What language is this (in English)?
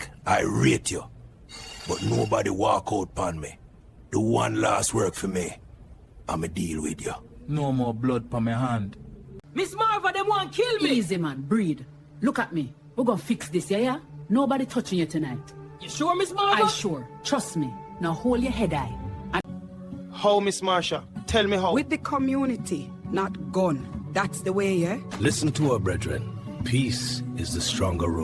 Jamaican Creole English